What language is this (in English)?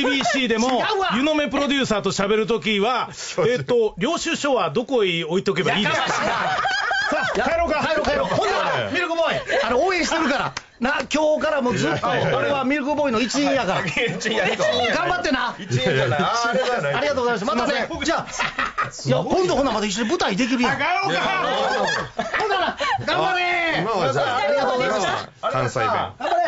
Japanese